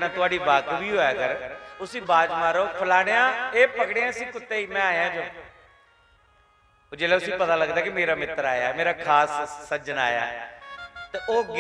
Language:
Dogri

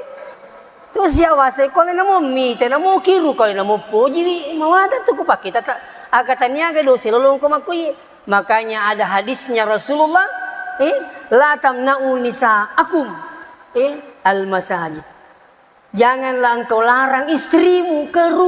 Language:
Buginese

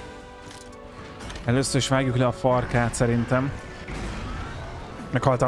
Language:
Hungarian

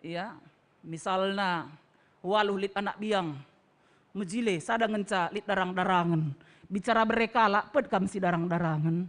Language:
Batak Karo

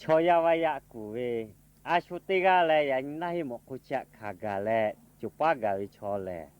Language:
Lahu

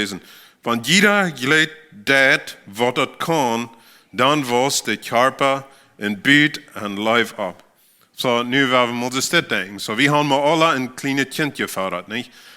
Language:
Plautdietsch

